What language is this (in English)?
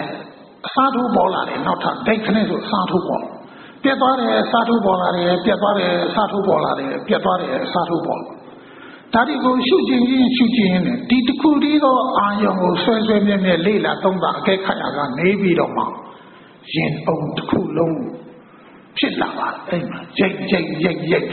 Burmese